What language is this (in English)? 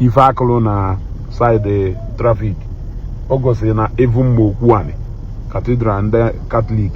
Igbo